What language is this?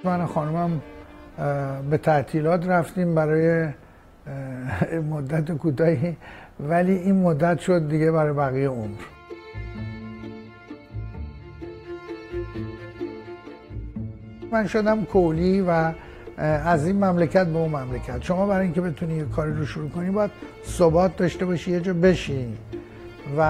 Persian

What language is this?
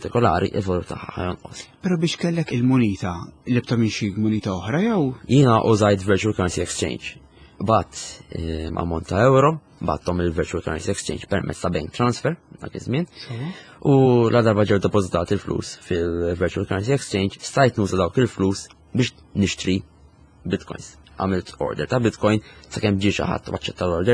Maltese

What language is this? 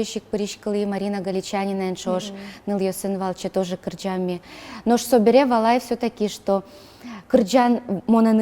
Udmurt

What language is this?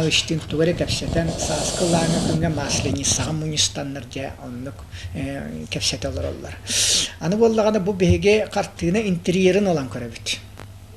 Yakut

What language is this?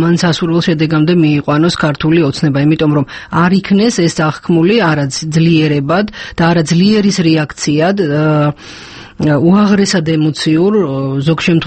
Georgian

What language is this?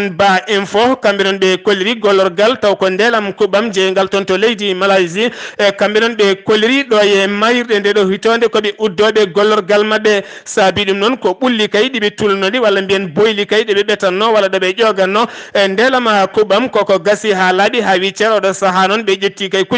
Fula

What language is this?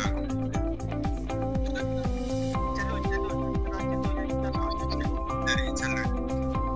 Malay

